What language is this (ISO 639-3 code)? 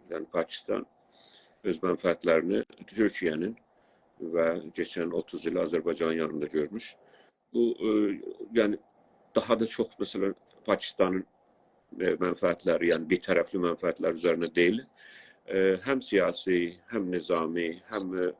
azb